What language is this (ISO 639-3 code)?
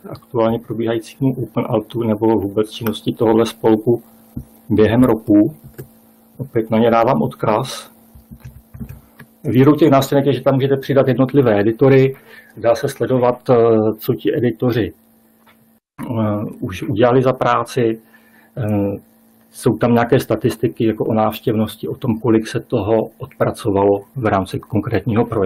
ces